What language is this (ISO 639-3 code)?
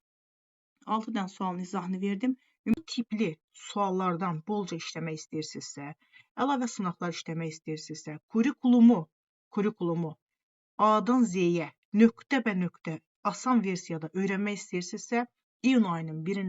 aze